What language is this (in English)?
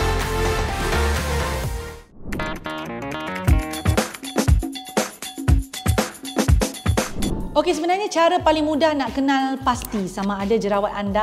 Malay